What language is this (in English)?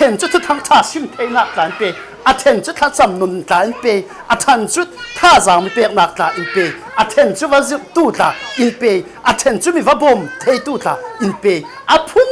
Falam Chin